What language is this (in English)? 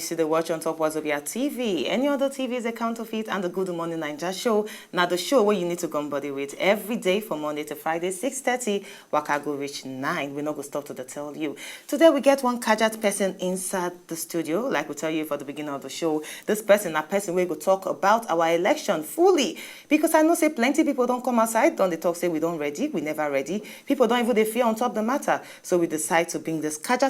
Nigerian Pidgin